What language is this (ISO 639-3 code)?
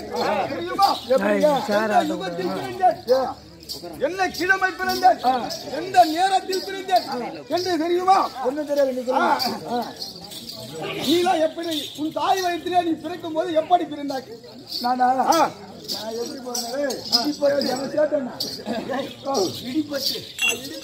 tam